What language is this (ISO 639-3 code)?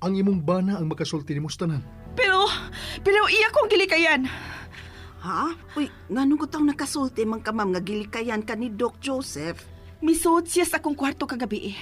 ceb